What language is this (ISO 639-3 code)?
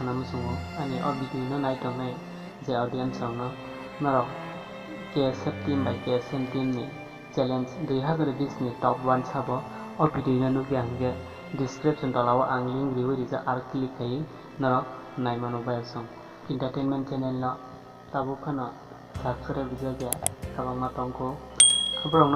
trp